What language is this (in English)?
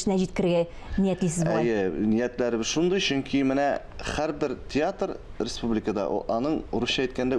Tatar